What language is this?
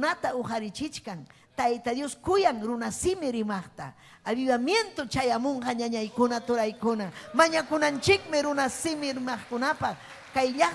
Ayacucho Quechua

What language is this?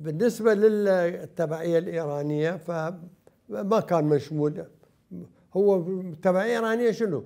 Mesopotamian Arabic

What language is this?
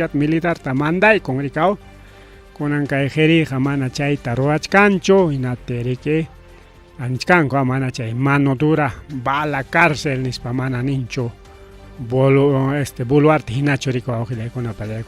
Ayacucho Quechua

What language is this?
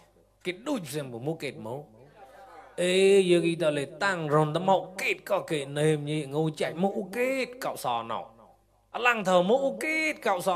Mon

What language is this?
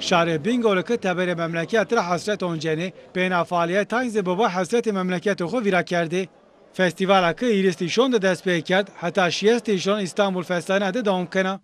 Zaza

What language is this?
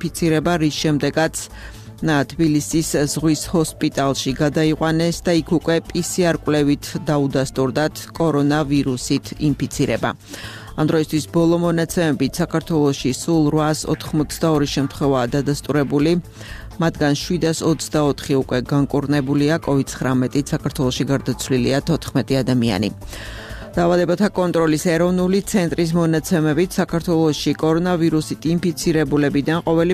Georgian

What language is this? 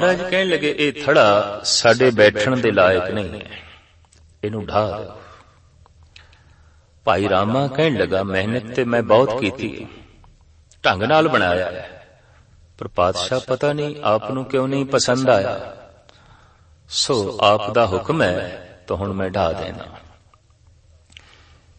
Punjabi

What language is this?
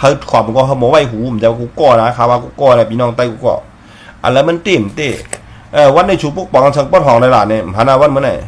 Shan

